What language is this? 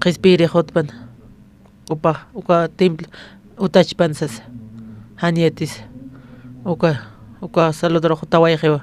Aymara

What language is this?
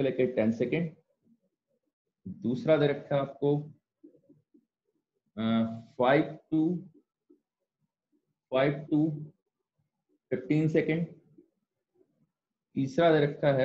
Hindi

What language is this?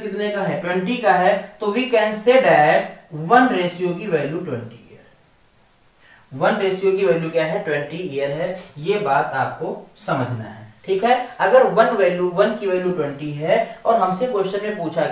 Hindi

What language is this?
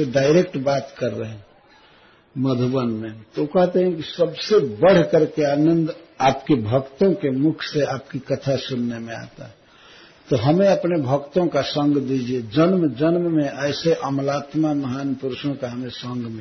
Hindi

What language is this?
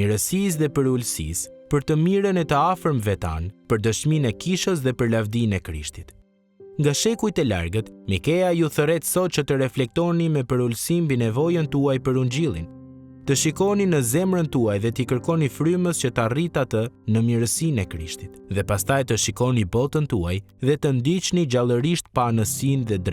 Albanian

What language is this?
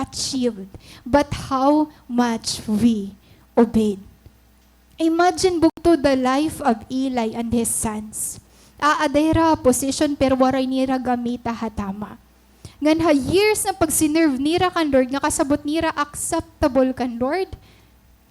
Waray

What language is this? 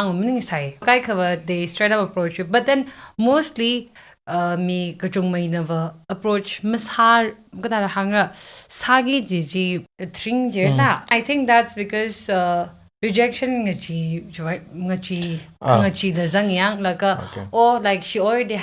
Tangkhul Naga (India)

